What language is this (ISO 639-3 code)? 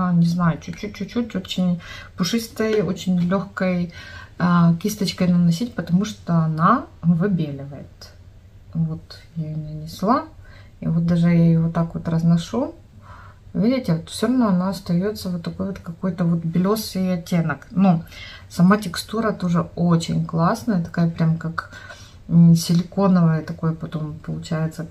rus